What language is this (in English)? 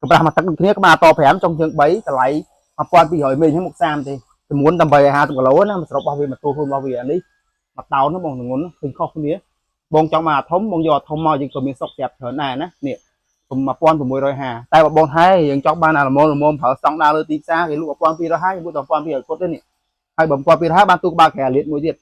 Khmer